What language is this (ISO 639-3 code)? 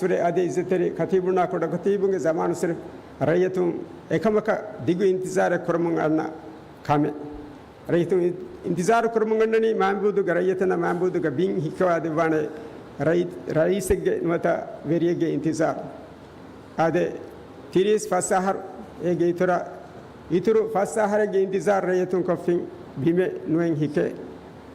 div